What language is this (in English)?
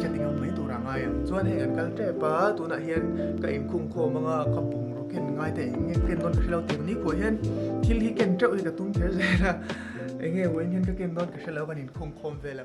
Mizo